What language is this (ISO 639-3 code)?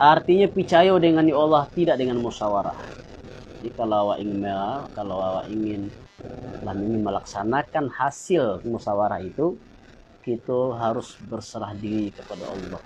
min